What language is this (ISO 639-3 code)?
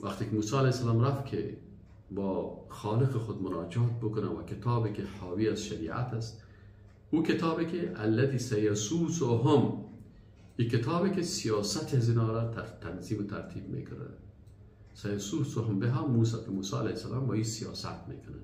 fas